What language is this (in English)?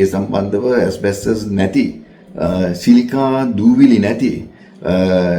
Sinhala